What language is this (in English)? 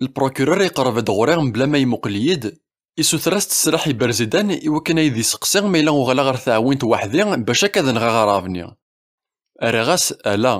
Kabyle